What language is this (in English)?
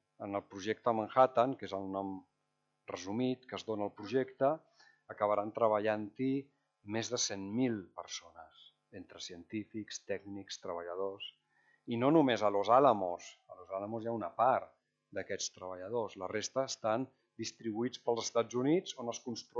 Catalan